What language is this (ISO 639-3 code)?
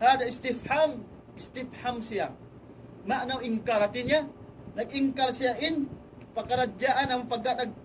tsg